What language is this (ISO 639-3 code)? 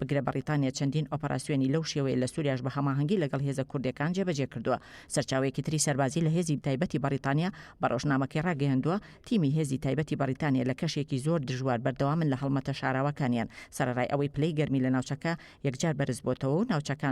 ckb